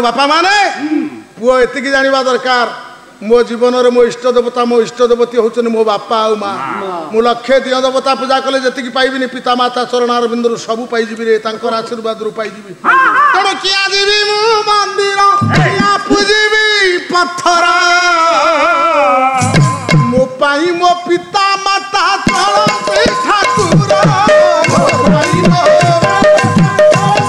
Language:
Odia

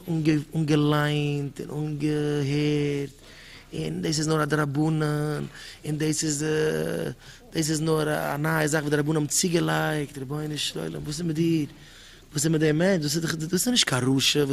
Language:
Yiddish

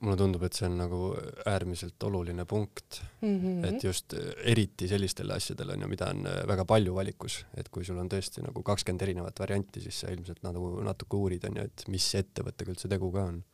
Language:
Estonian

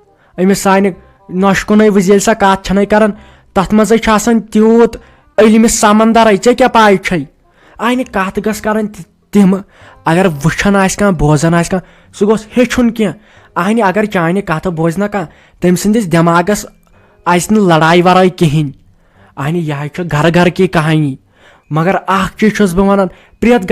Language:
Kashmiri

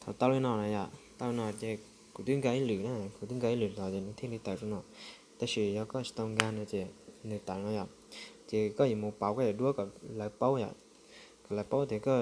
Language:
Hmong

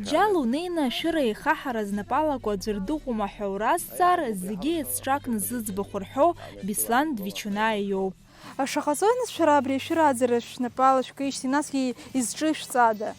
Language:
Abkhazian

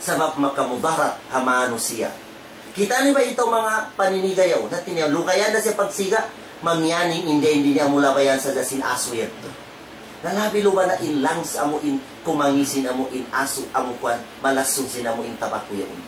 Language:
Tausug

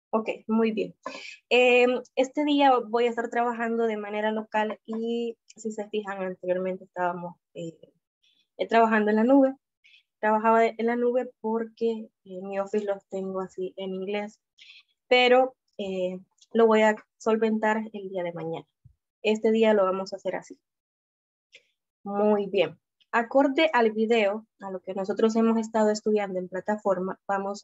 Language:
Spanish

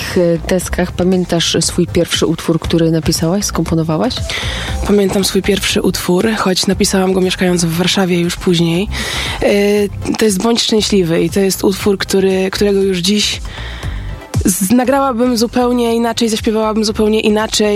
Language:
Polish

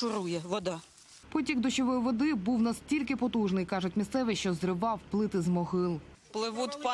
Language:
Ukrainian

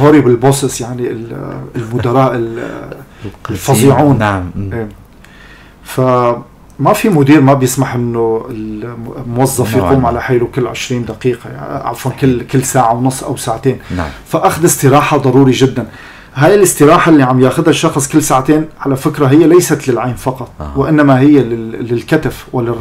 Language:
North Levantine Arabic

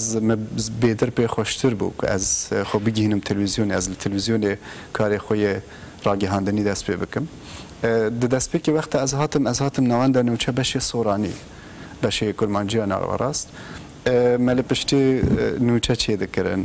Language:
Kurdish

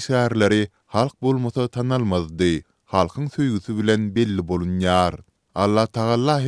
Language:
Turkmen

